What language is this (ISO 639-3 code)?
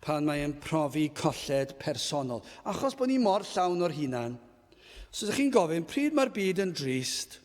cym